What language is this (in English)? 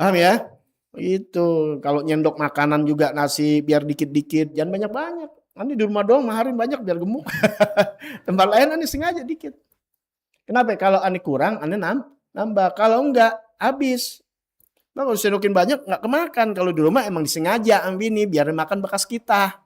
Betawi